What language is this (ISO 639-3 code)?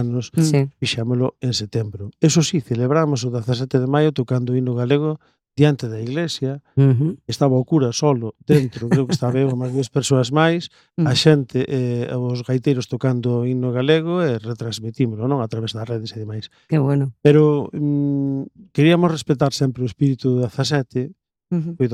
glg